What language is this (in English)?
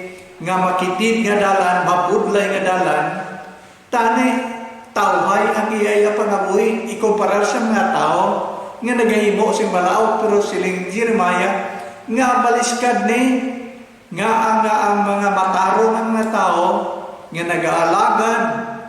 Hiligaynon